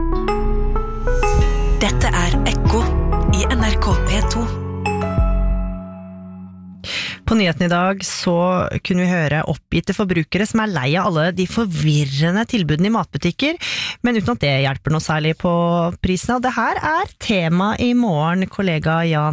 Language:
Norwegian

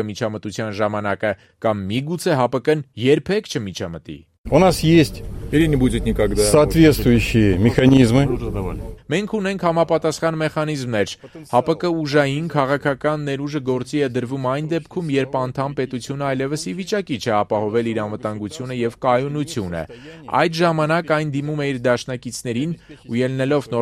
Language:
Armenian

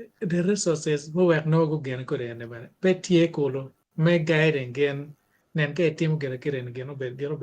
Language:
Acoli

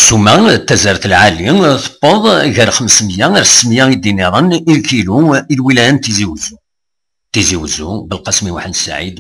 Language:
Kabyle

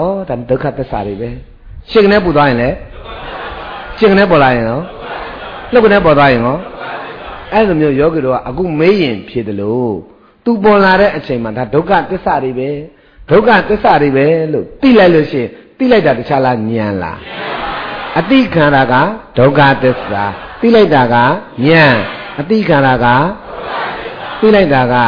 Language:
Burmese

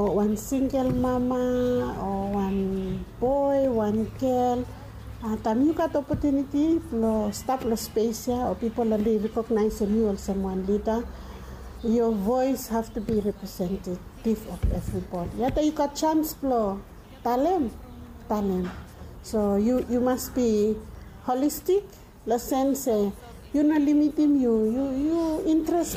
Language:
Bislama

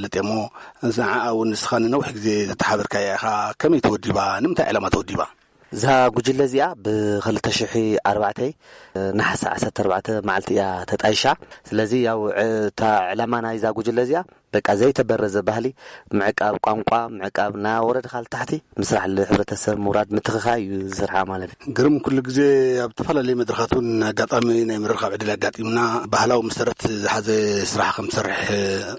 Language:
Tigrinya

